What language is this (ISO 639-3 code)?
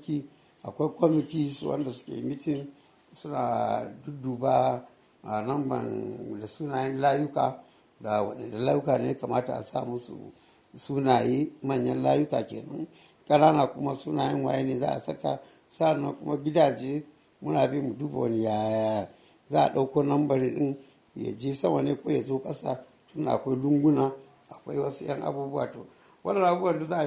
hau